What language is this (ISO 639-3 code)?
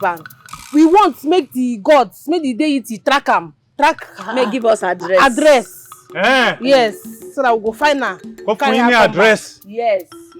pcm